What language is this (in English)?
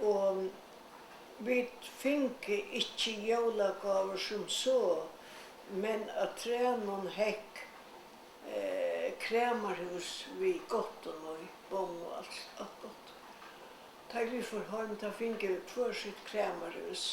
Faroese